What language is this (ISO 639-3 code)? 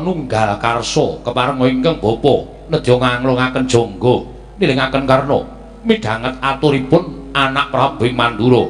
jav